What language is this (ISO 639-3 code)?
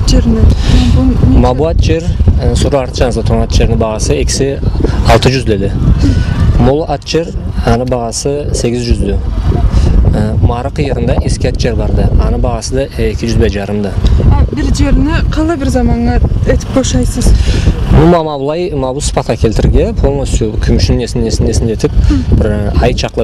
krc